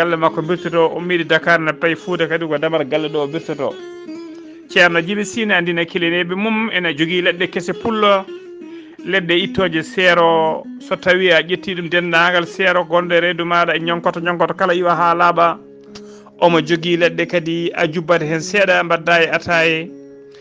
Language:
Fula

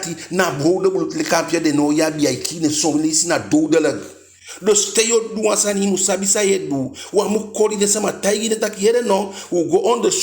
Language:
Eastern Maroon Creole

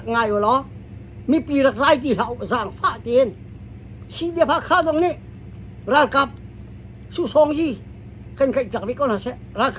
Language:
Hakha Chin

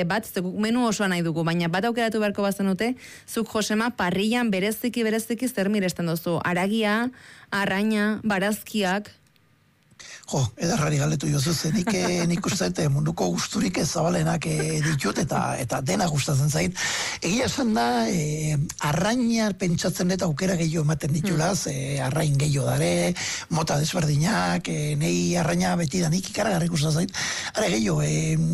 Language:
Basque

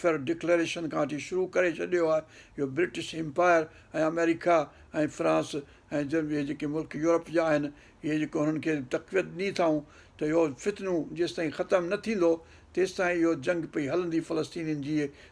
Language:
Sindhi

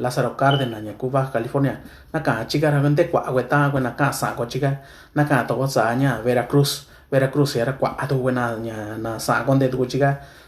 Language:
Mixtepec Mixtec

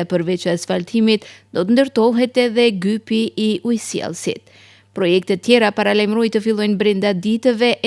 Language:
Albanian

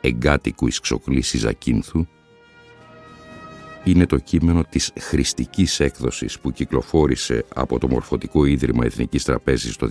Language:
Greek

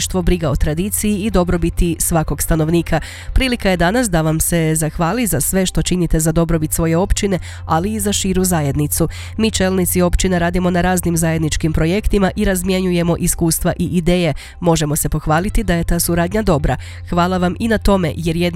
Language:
Croatian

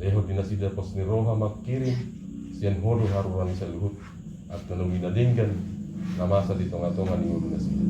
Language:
Batak Toba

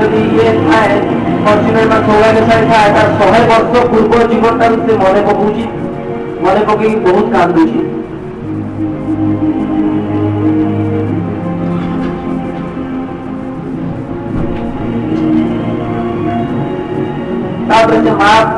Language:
Odia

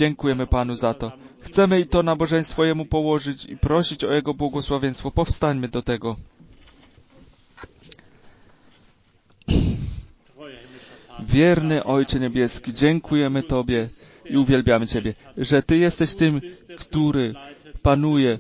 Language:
Polish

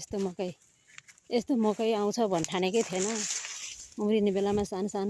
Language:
Nepali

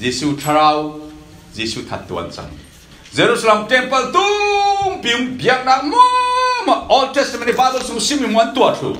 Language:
Falam Chin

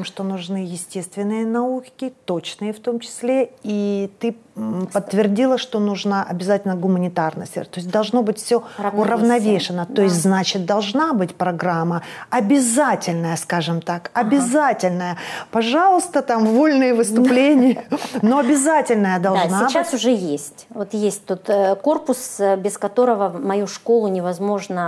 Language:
Russian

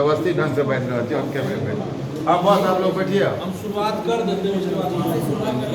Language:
Maithili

